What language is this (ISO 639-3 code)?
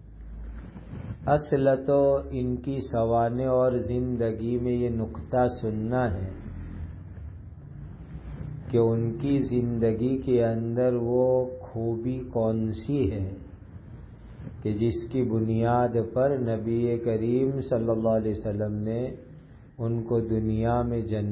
urd